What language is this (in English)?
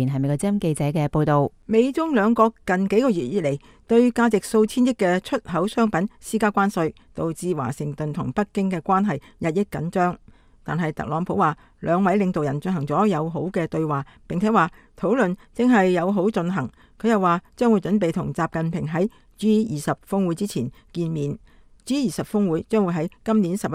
Cantonese